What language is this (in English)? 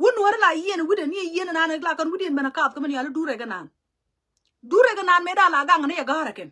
Nuer